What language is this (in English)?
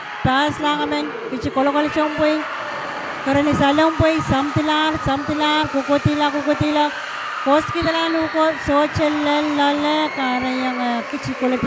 Pohnpeian